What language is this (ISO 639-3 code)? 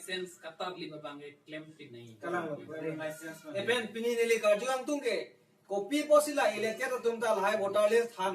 mjw